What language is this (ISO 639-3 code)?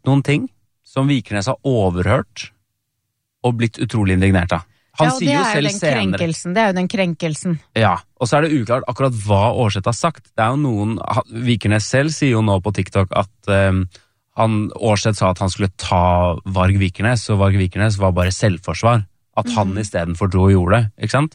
nor